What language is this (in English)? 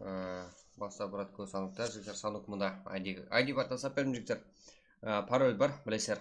Kara-Kalpak